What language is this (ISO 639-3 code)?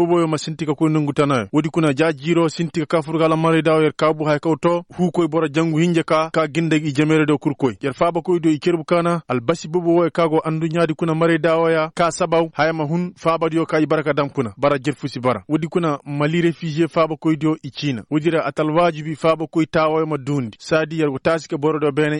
ses